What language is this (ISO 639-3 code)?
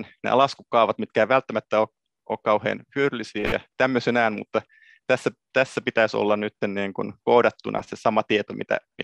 fin